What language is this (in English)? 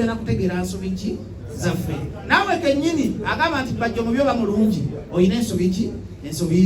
Ganda